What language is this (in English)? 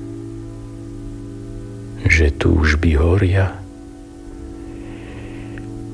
Slovak